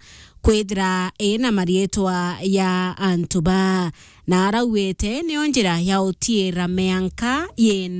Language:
Meru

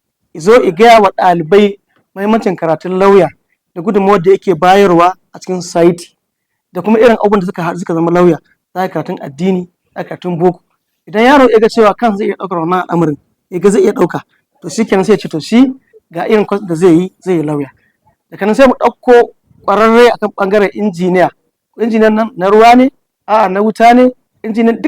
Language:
Hausa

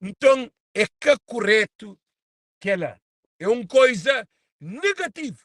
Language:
Kabuverdianu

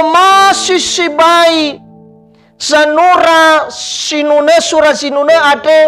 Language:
Nias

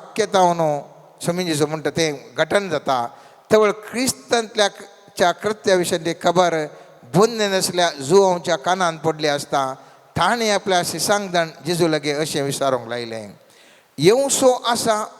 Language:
Konkani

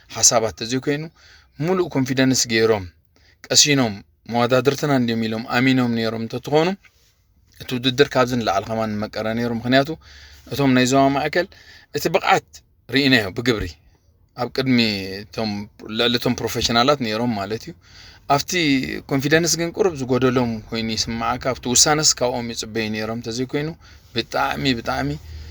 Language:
Tigrinya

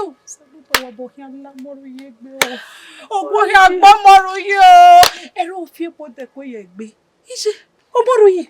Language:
Bini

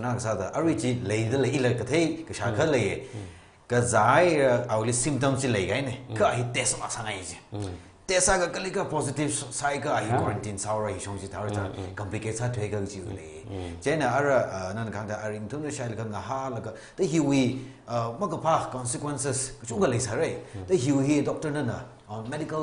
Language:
Tangkhul Naga (India)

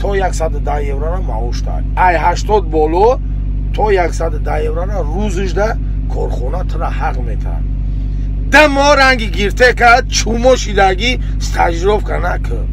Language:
Tajik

